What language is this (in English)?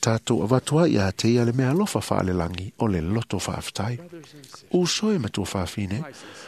Samoan